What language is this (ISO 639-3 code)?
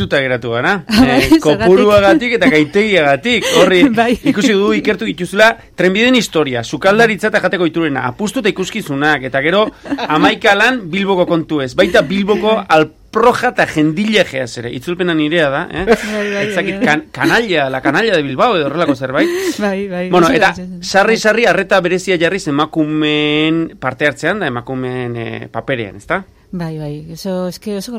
eus